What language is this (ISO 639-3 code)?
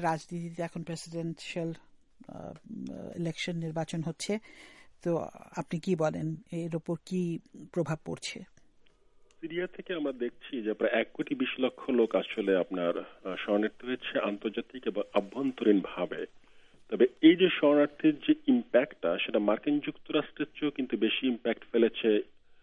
ben